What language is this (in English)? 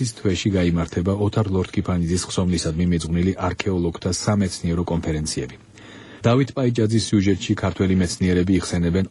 Georgian